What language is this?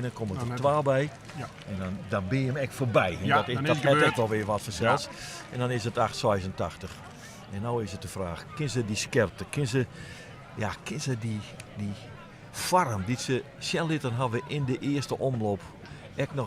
Western Frisian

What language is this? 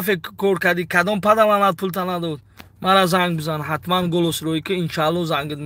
Tajik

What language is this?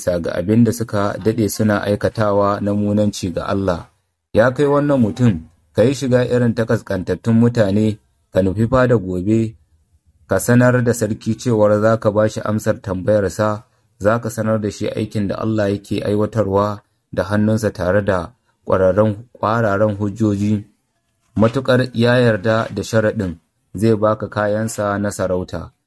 Hausa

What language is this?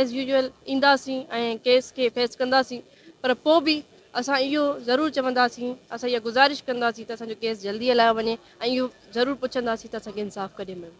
Sindhi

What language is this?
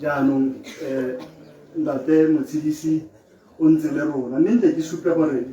Tswana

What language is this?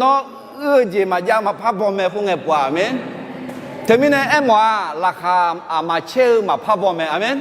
Akha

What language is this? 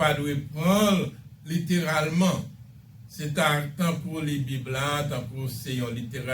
Haitian Creole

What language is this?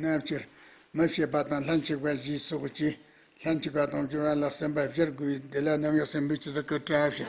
Tibetan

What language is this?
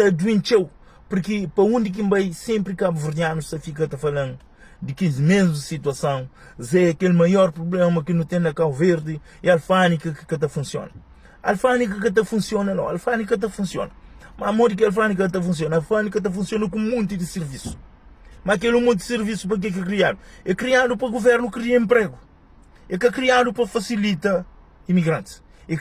Kabuverdianu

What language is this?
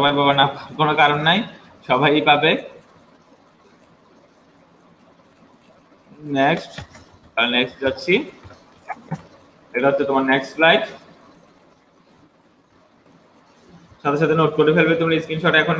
Bangla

